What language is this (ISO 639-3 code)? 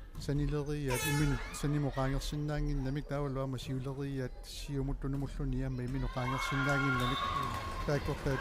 kal